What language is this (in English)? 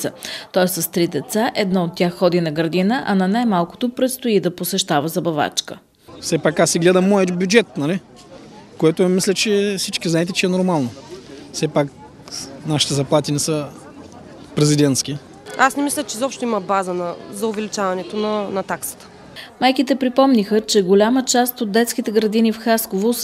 Bulgarian